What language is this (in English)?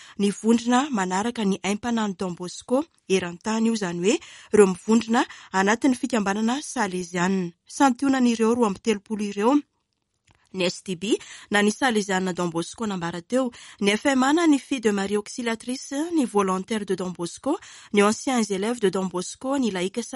Malagasy